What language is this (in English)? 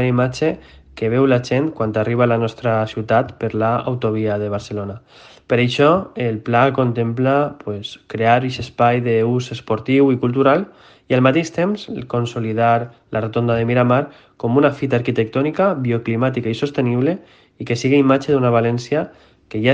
Catalan